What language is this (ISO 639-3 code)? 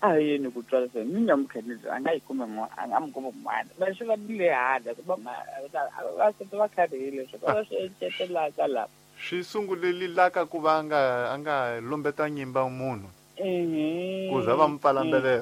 tso